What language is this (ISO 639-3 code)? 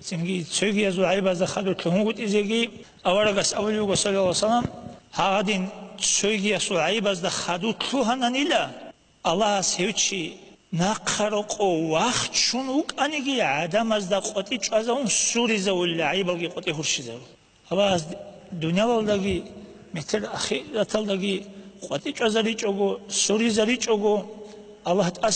ava